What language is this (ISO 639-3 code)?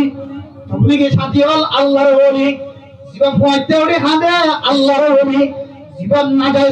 rhg